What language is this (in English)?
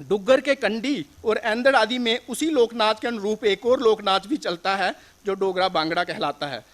Dogri